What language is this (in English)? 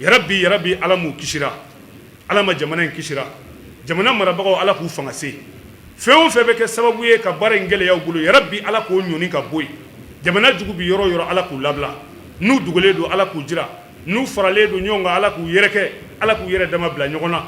Bambara